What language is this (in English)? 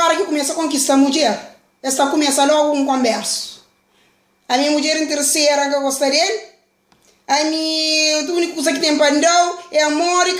Kabuverdianu